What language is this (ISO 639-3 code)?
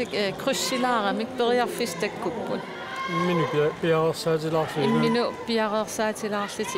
kal